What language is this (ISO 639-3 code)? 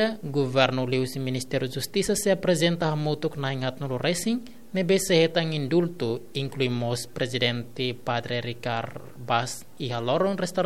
tet